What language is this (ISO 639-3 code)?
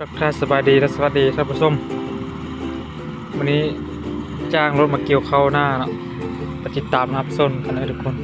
lao